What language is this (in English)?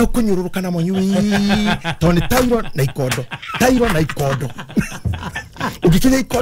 Kikuyu